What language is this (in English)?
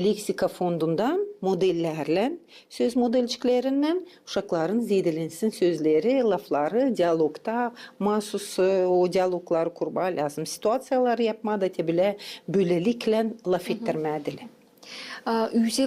Gagauz